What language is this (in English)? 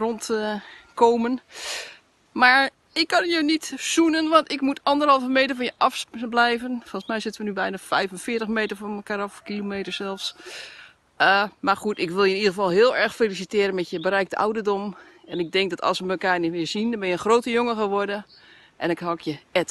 Dutch